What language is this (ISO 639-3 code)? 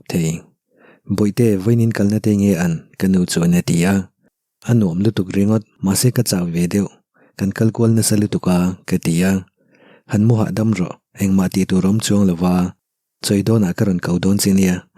lus